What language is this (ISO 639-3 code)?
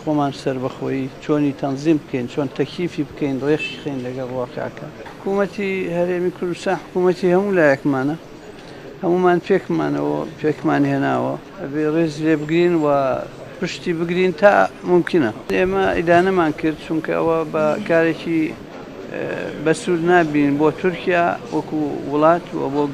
ckb